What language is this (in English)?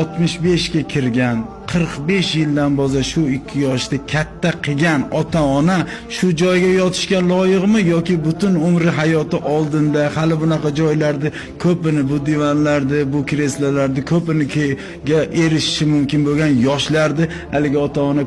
Uzbek